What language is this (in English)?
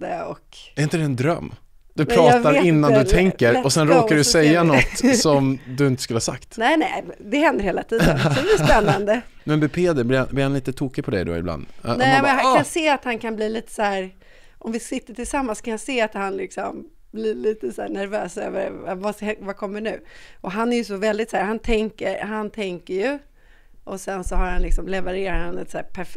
Swedish